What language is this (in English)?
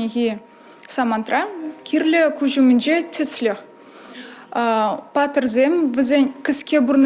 Chuvash